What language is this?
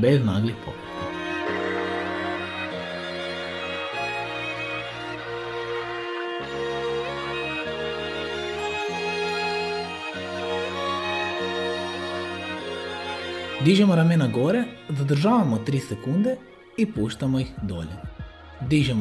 Croatian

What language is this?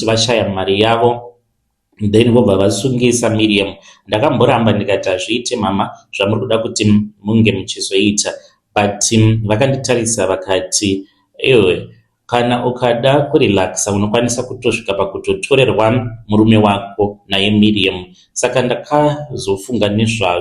Shona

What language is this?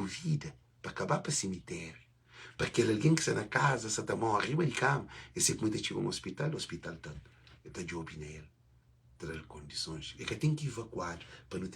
Kabuverdianu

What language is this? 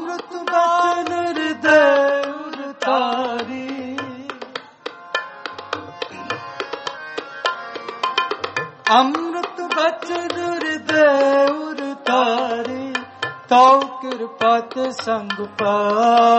Punjabi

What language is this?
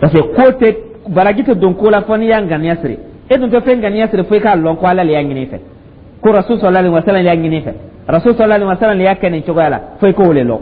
Dyula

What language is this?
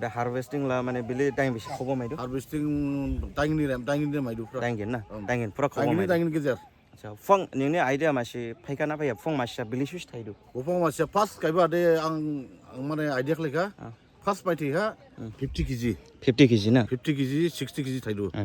Dimasa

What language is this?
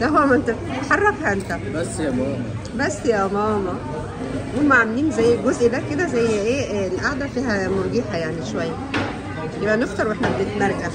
Egyptian Arabic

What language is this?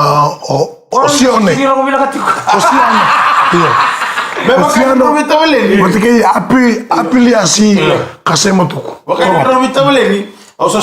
Fijian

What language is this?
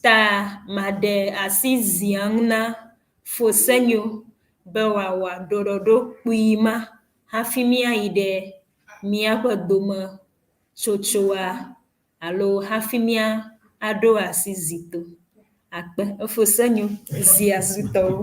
Ewe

